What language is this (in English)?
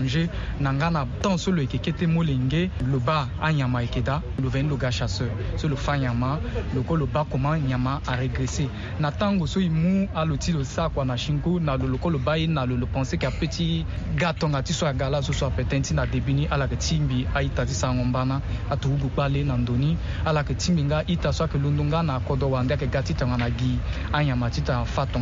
Sango